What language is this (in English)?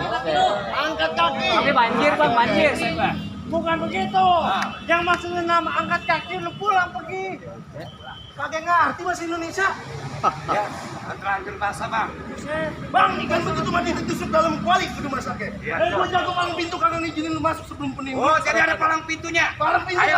Betawi